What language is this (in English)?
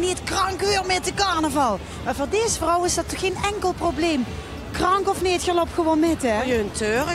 Limburgish